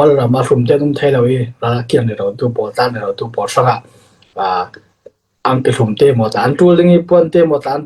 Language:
Falam Chin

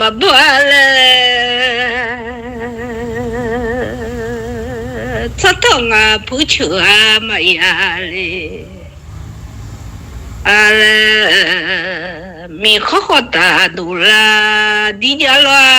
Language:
Akha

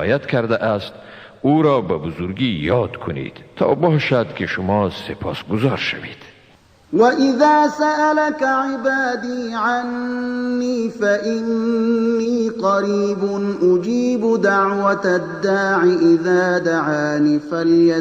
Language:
Tajik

